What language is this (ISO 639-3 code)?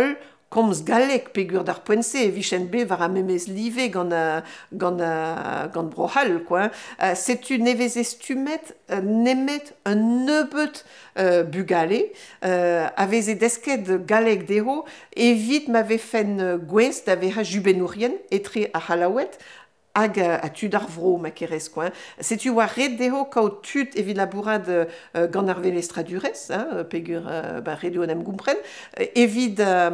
bre